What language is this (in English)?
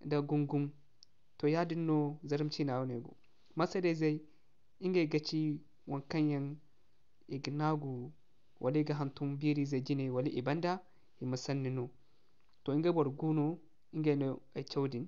Zarma